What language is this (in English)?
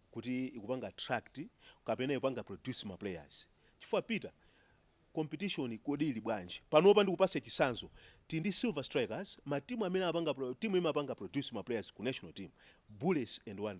Nyanja